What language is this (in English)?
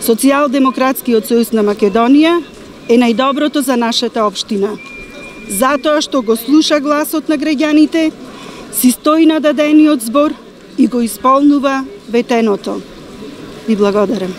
Macedonian